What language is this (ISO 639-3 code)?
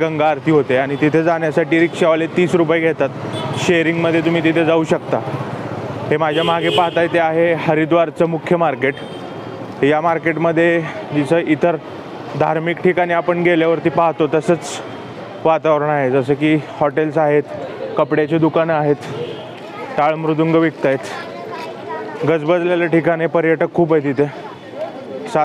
mar